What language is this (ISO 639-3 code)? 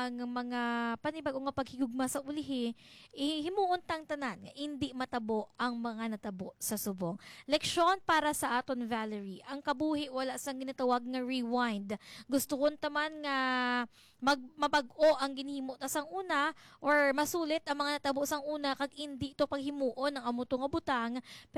hil